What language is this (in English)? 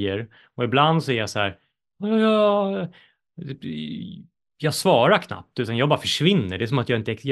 Swedish